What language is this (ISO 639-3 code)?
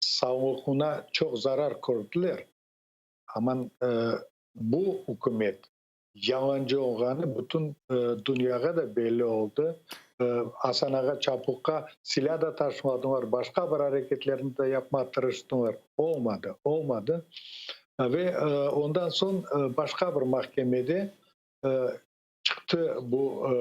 crh